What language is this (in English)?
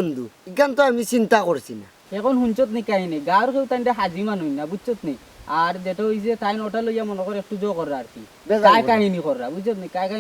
Sylheti